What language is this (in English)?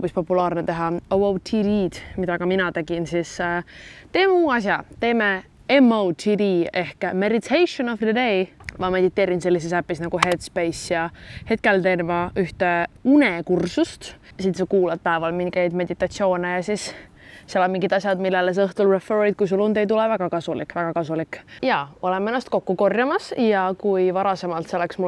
Estonian